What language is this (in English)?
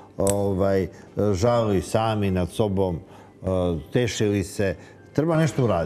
Serbian